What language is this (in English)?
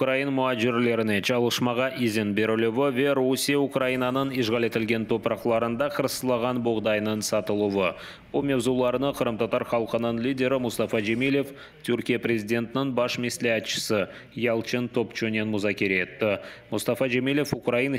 Crimean Tatar